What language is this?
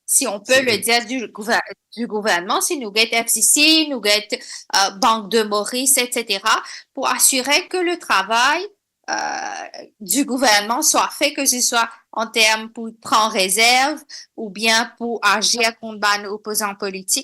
Morisyen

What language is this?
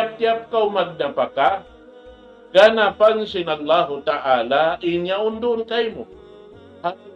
Tausug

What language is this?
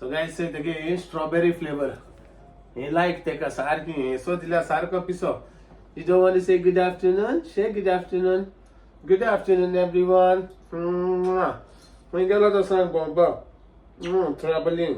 Konkani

